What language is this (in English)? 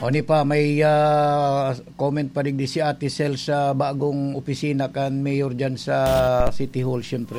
Bikol